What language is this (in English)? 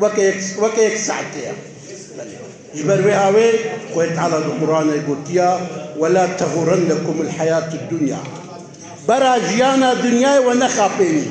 Kurdish